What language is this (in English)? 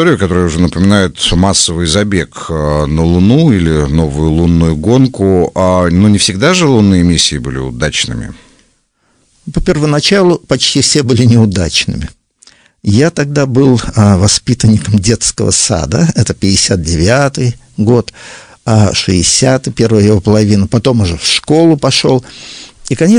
Russian